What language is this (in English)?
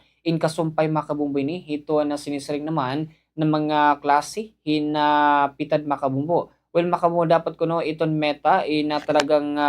Waray